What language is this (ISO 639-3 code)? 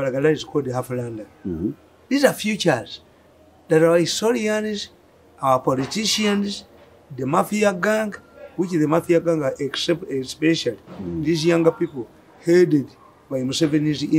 eng